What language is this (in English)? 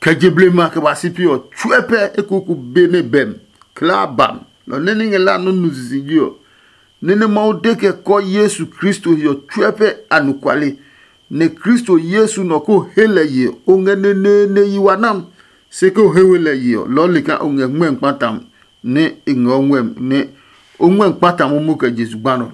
Adangme